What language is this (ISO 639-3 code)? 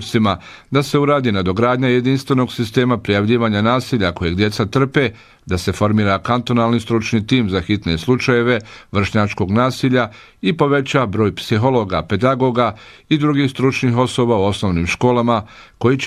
bos